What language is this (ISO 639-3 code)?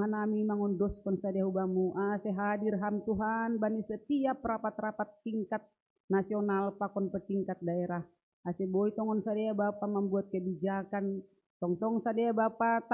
bts